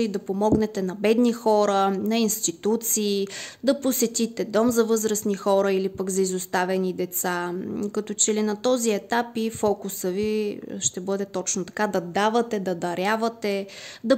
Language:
Bulgarian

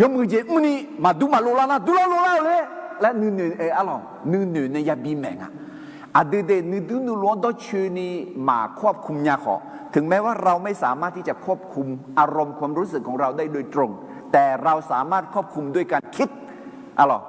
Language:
Akha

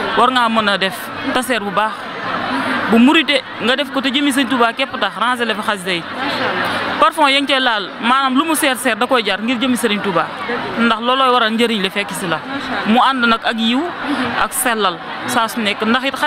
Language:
Wolof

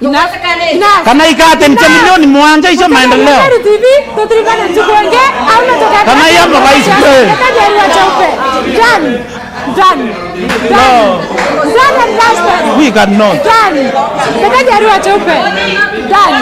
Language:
Meru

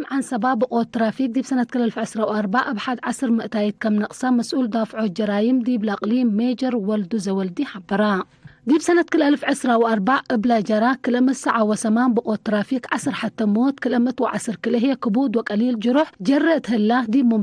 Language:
Tigre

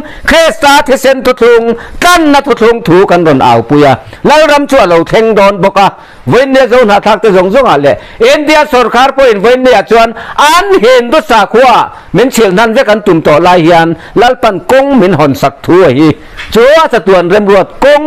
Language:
Mizo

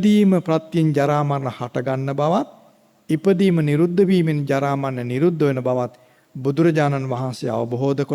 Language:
Sinhala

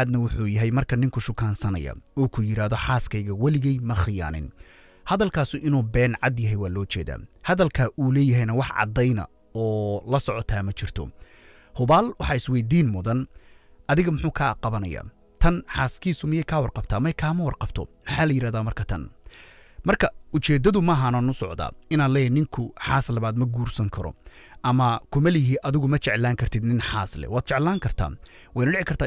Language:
Somali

